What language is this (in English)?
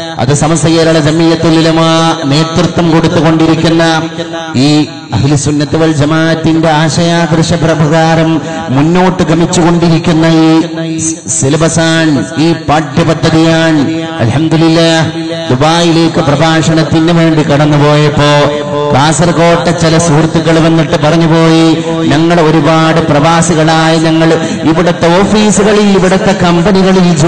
Malayalam